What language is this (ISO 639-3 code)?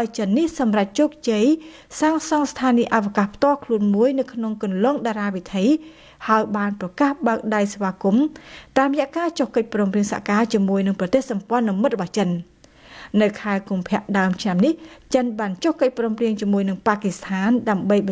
khm